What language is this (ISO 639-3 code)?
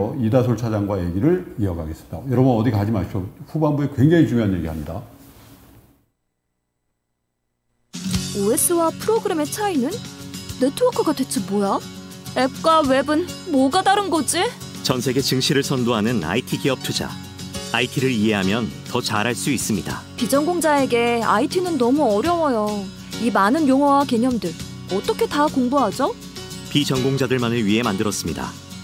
kor